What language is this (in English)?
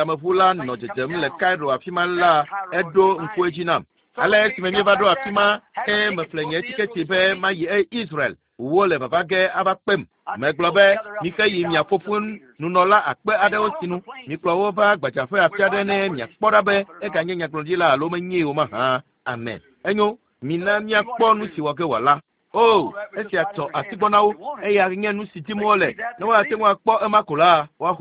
Ewe